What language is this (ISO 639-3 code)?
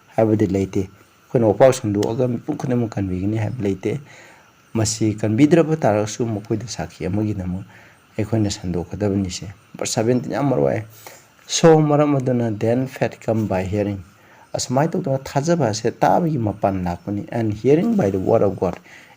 mni